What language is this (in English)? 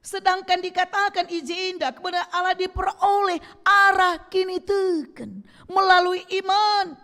Batak Karo